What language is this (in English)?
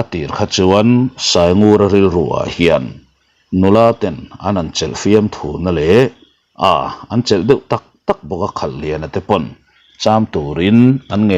Mizo